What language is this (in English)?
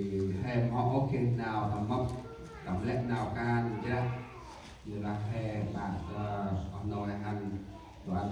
Central Mnong